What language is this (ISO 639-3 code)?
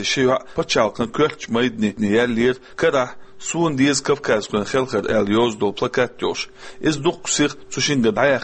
che